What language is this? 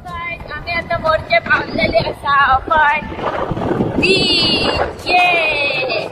Konkani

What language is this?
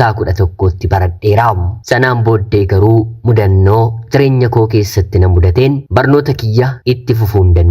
Oromo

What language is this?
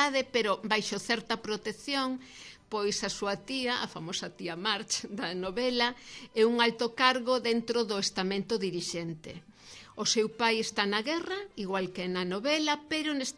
Galician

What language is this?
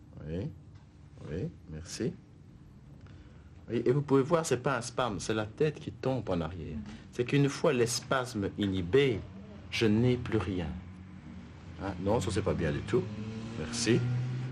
French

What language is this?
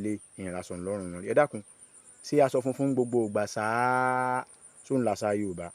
Yoruba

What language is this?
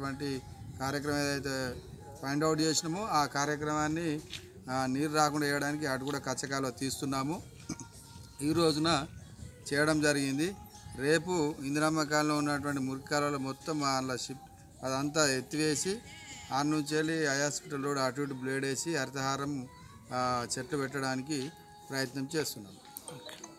Telugu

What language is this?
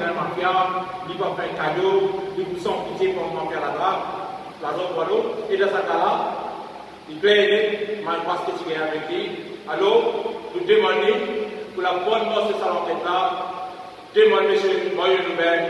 Morisyen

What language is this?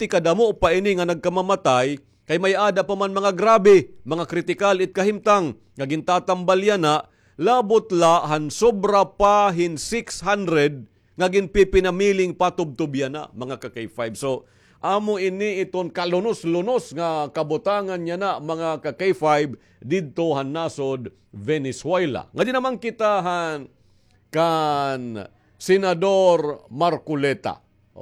Waray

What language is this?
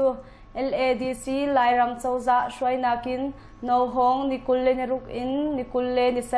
Hakha Chin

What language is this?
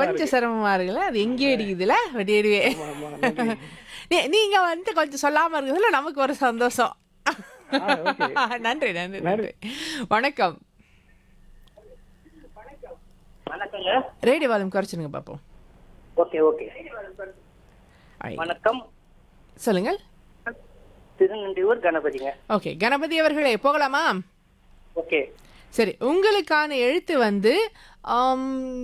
Tamil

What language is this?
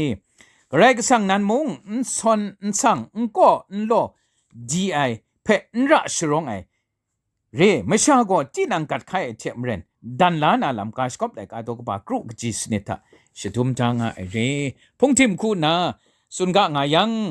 Kachin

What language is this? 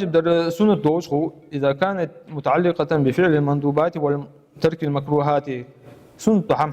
Ingush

